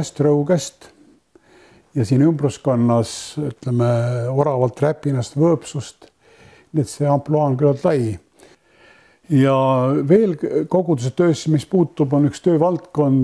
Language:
Estonian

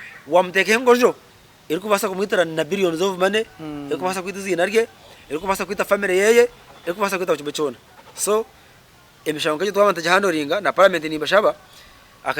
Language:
Nyankole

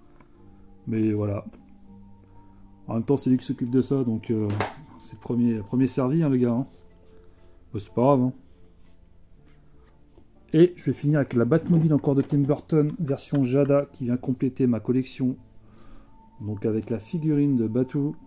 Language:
French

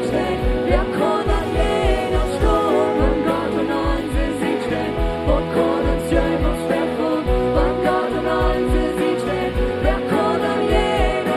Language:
Plautdietsch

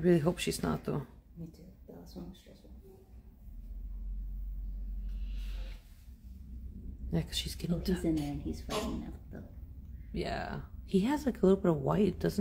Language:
English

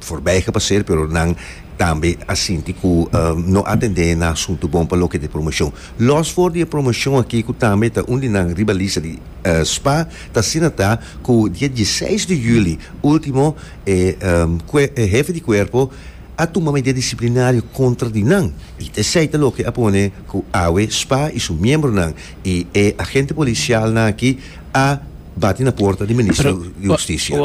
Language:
Papiamento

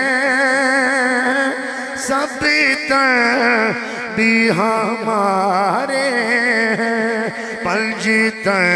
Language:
Urdu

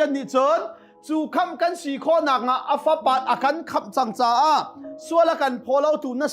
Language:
Hakha Chin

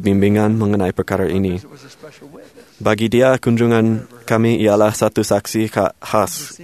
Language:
Malay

